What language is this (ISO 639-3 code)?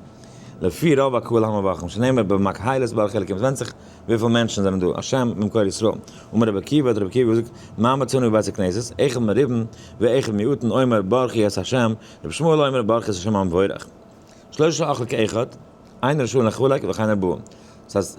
yid